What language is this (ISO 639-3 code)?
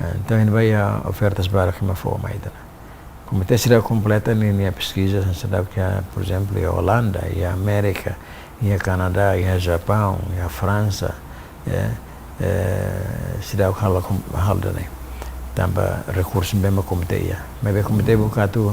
tet